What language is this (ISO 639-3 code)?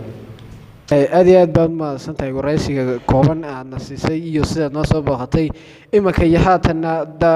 som